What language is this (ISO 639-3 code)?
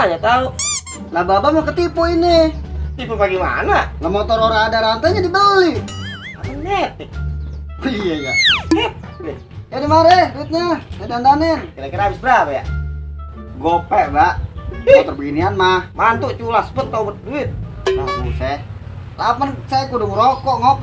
bew